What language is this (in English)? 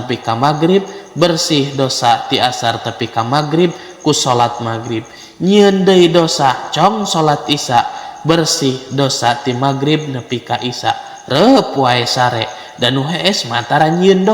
Sundanese